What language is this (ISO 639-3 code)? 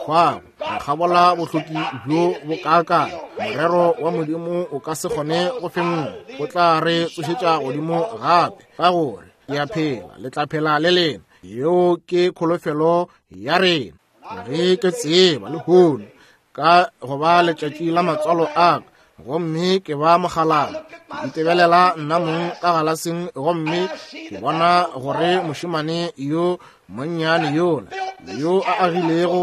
nso